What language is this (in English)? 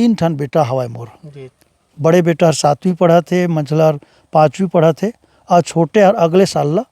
Chhattisgarhi